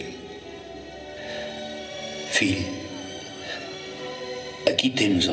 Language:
Catalan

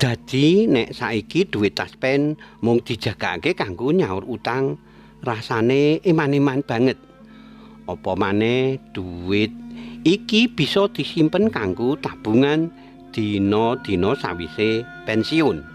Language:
Javanese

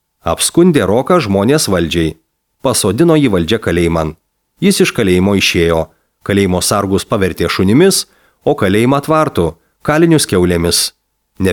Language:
Lithuanian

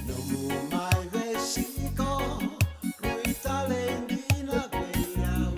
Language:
Fijian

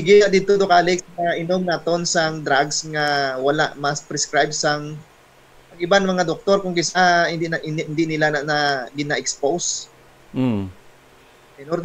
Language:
Hiligaynon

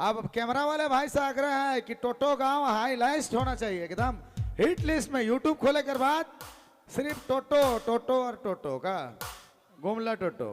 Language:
Sadri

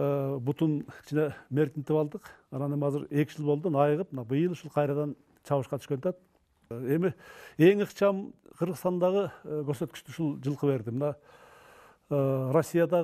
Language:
Kyrgyz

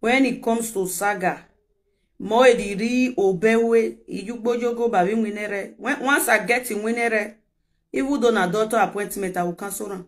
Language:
Nigerian Pidgin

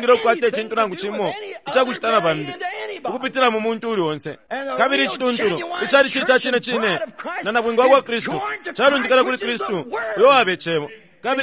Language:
Bemba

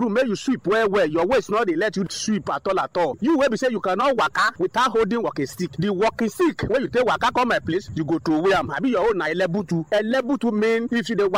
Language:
Nigerian Pidgin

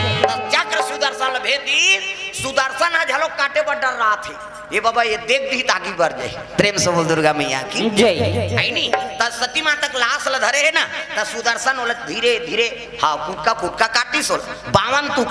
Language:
Chhattisgarhi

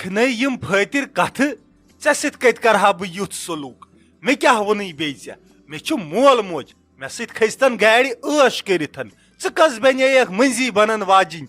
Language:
Kashmiri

